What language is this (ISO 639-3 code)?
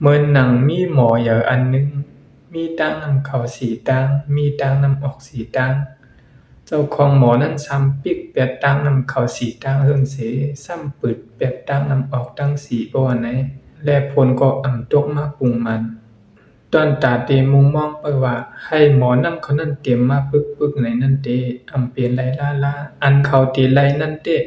shn